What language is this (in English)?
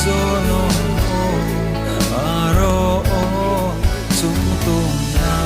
Riang (India)